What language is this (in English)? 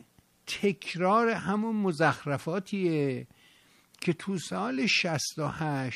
Persian